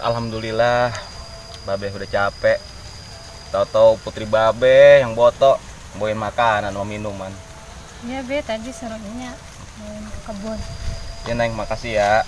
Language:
Betawi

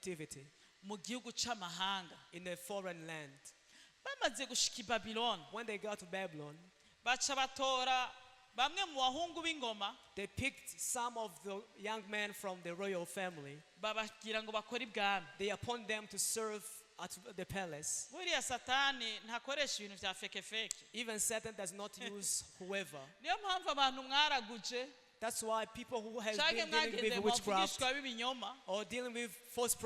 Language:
Rundi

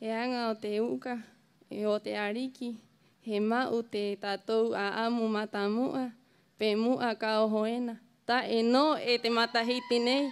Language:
Rapanui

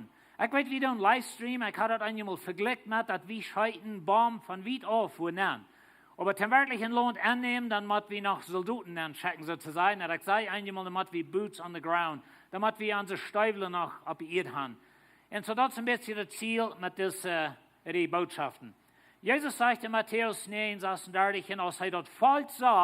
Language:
Plautdietsch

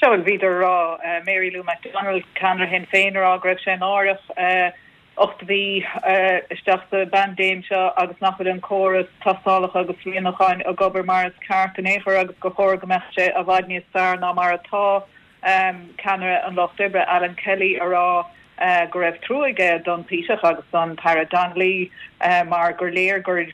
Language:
Irish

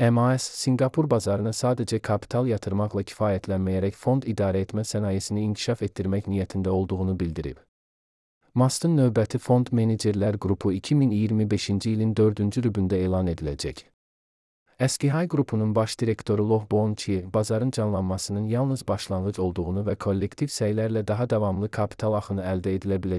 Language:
Azerbaijani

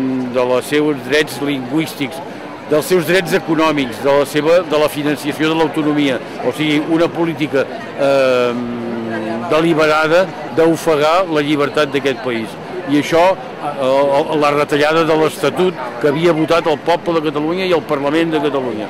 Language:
Catalan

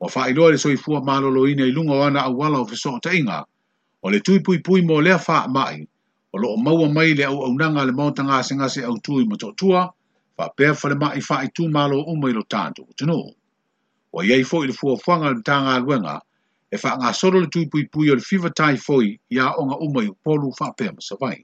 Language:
Samoan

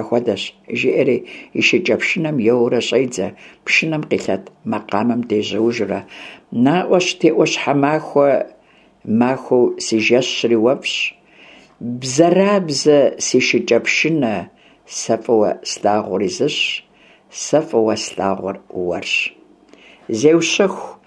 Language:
Kabardian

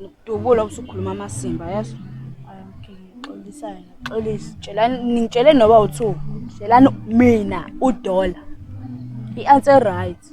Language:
Zulu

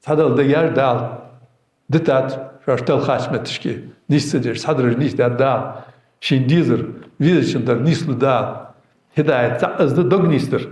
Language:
Ingush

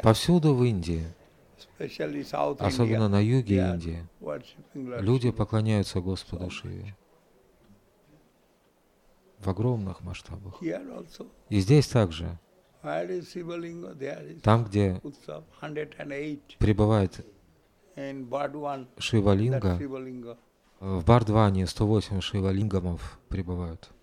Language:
Russian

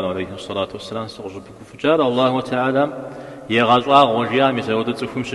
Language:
Kabardian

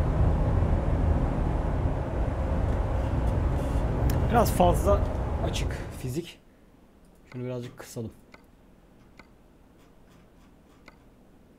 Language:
Turkish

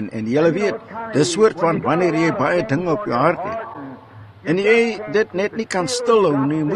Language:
Afrikaans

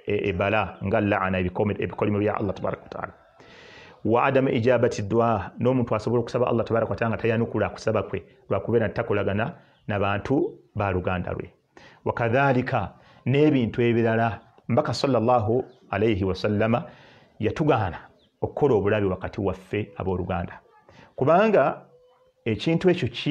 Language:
Ganda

